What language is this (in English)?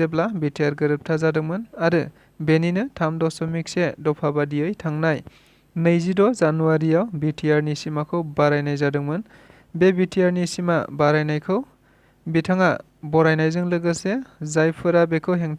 Bodo